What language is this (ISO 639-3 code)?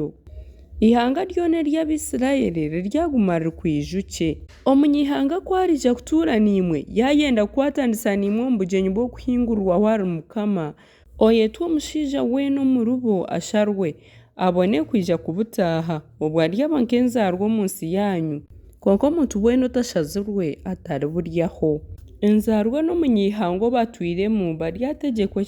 nyn